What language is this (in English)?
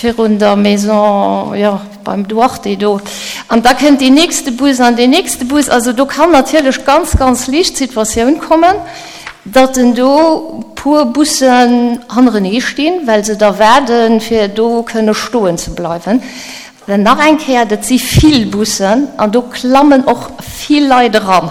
Luxembourgish